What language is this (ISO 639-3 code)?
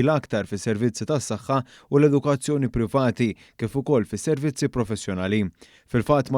mlt